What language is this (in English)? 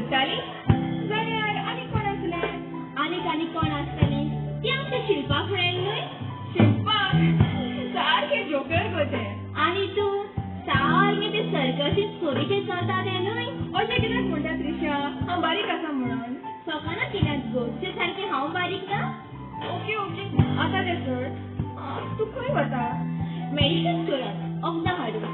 Konkani